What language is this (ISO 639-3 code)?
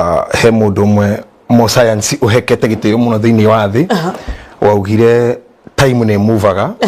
kik